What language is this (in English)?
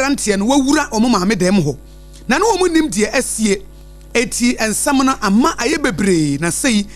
Akan